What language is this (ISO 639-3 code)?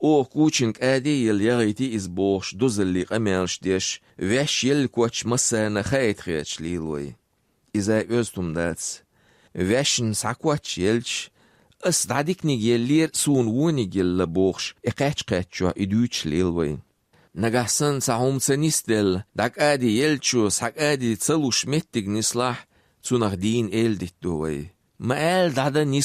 che